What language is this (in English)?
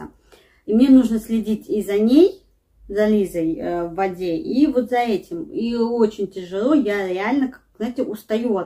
Russian